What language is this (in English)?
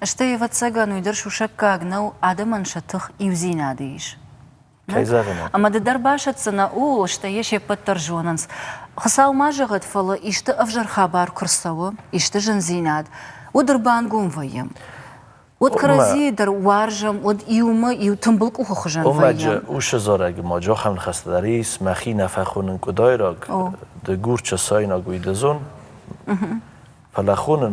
Ossetic